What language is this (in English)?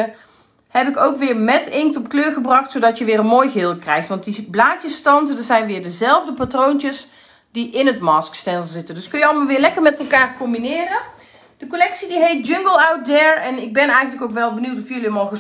Dutch